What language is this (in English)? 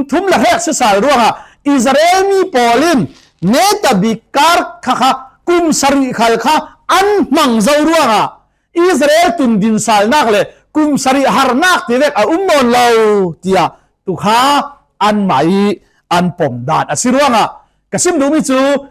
Falam Chin